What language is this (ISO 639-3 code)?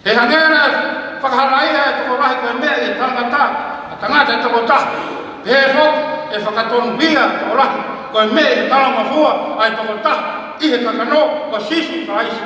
ton